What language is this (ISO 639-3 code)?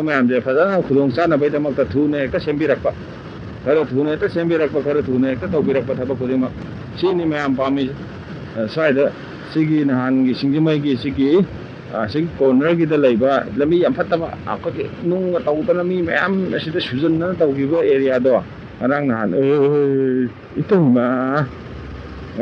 mni